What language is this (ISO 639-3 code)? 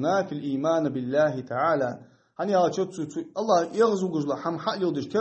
inh